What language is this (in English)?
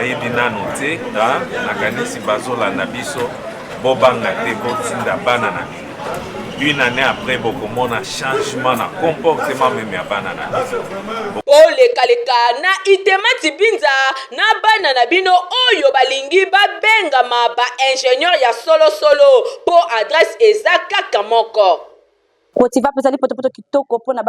Lingala